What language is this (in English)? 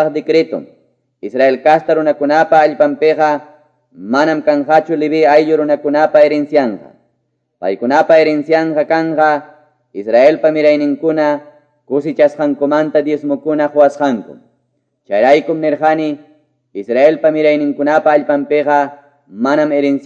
Quechua